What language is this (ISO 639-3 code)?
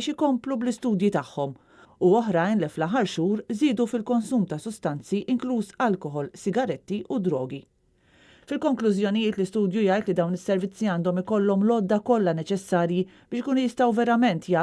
mlt